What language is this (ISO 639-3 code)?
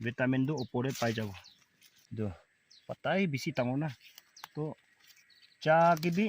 nag